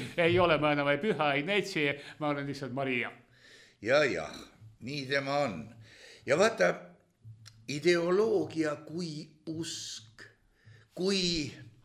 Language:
Estonian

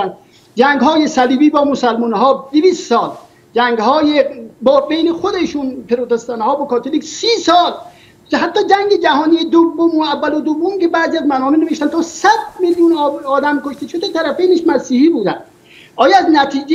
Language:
Persian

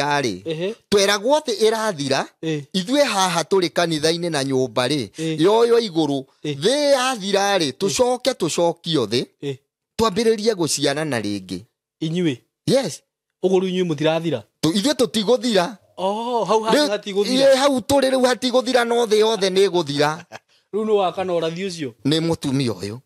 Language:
Kikuyu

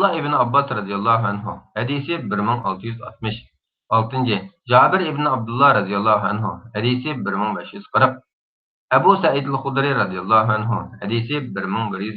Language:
Uyghur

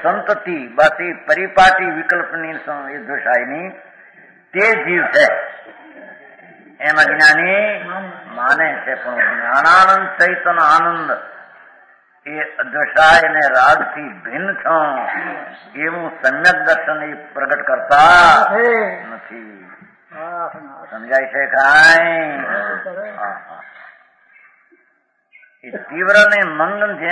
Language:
Gujarati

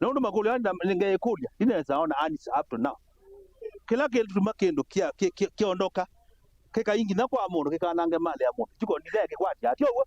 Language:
Kamba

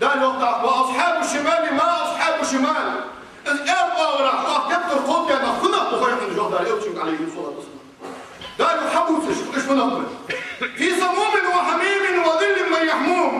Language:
Ingush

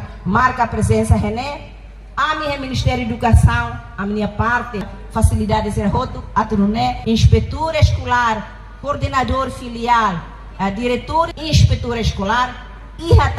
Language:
Tetum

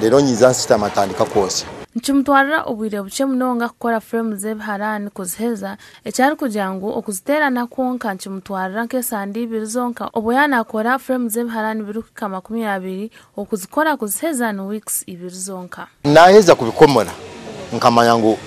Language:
Nyankole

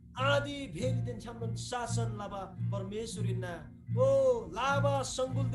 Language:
Eastern Tamang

